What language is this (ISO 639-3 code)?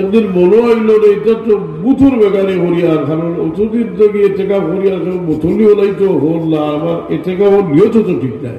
syl